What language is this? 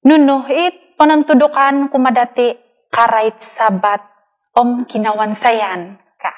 Central Dusun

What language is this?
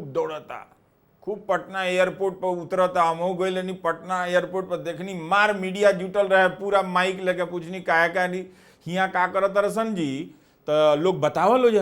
Bhojpuri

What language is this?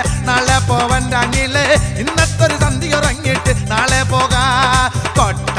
Malayalam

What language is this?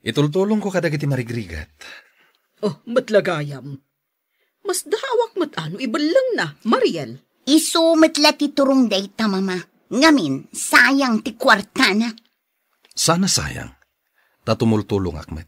Iloko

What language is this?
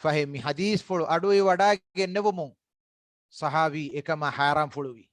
Divehi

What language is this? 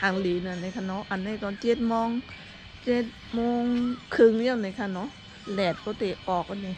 Shan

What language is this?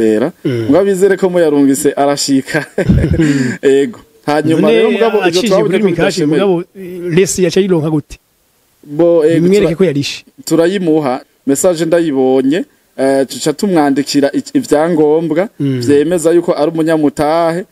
Rundi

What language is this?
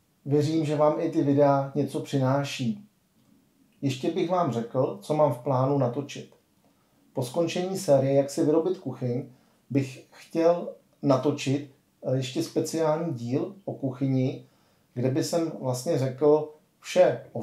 Czech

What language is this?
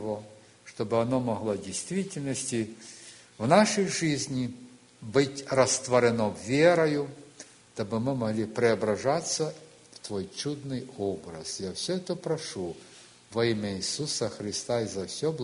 Russian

